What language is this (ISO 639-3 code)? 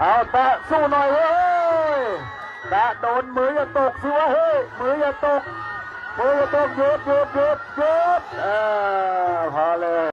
lao